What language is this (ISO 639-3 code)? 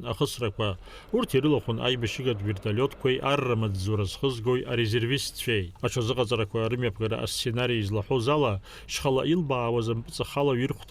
abk